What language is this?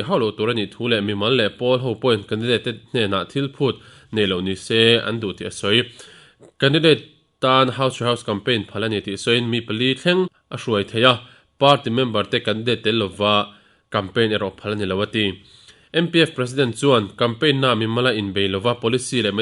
Mizo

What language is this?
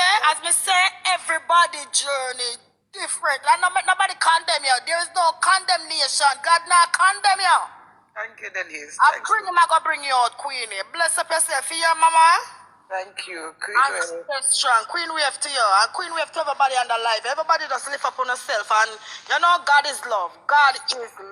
Jamaican Creole English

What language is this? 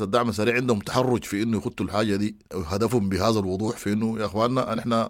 Sudanese Arabic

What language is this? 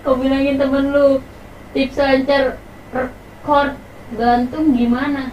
Betawi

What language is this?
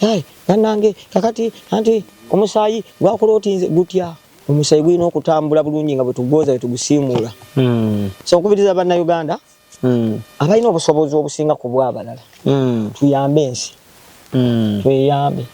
Ganda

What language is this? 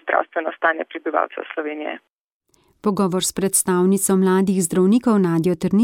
Slovenian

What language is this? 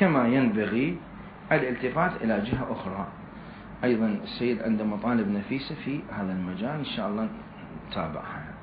Mesopotamian Arabic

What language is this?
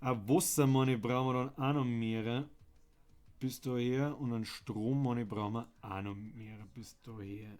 Bavarian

